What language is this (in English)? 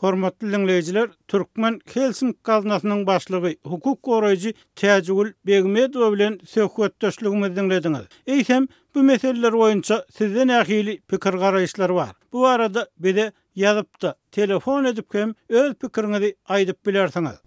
Turkmen